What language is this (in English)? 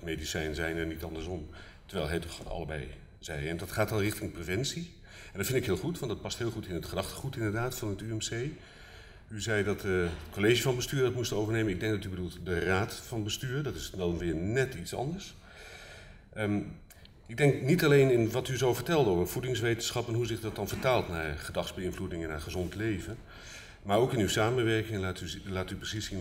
Dutch